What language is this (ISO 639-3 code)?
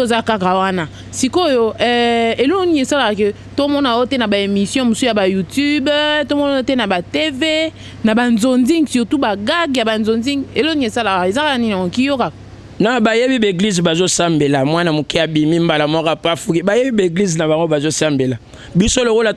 lin